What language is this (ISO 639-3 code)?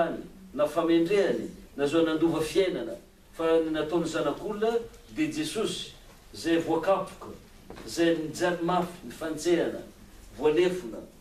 mlg